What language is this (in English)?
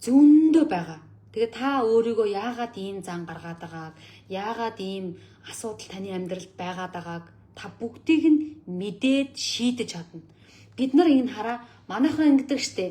Mongolian